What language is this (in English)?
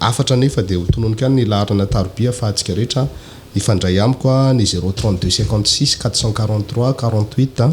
Malagasy